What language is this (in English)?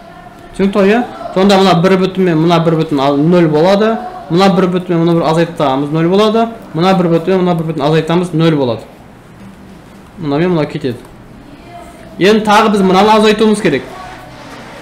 Kazakh